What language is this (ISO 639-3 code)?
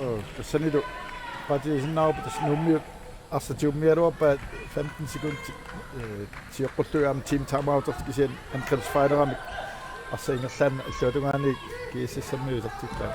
kal